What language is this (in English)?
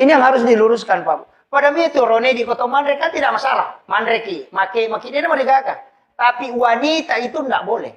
Buginese